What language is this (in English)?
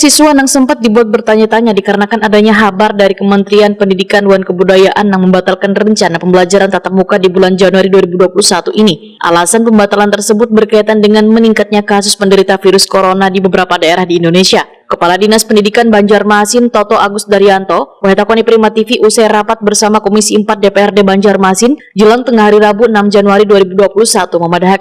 Banjar